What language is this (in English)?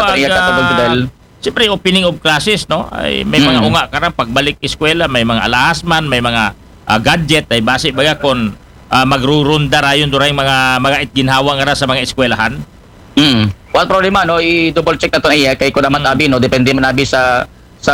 Aklanon